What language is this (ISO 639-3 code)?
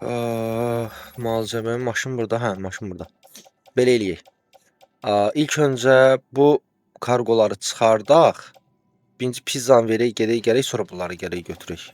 aze